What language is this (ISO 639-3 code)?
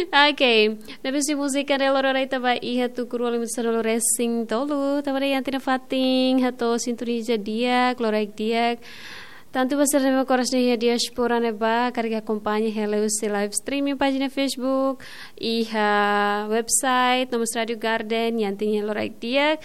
tet